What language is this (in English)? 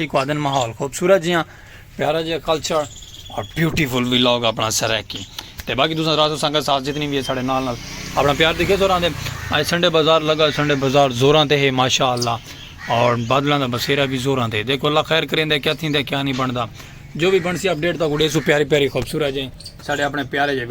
Saraiki